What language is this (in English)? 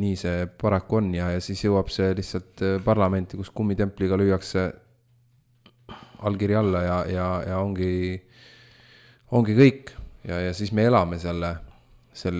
Estonian